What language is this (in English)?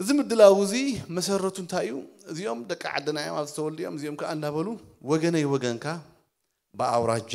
Tigrinya